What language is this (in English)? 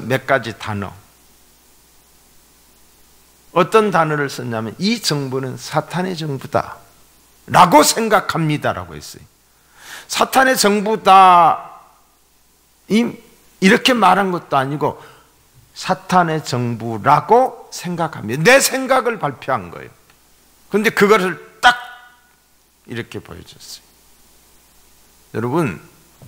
Korean